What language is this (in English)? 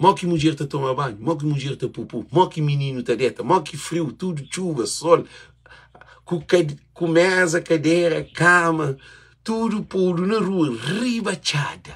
Kabuverdianu